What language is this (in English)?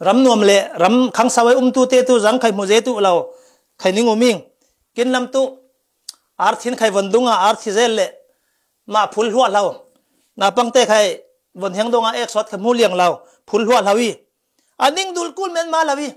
Falam Chin